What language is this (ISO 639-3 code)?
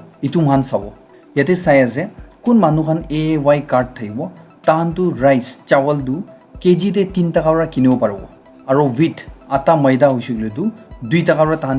nag